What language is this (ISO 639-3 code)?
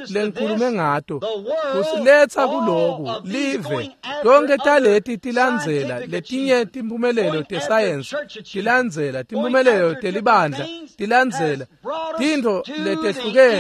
ssw